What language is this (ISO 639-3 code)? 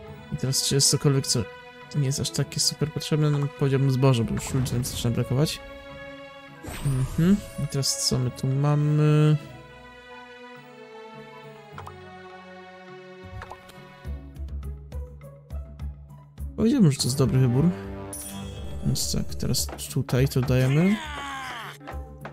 pol